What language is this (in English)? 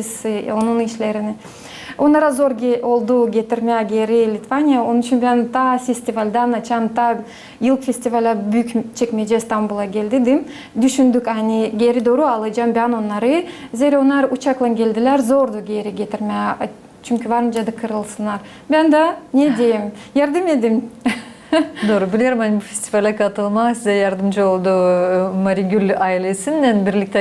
Gagauz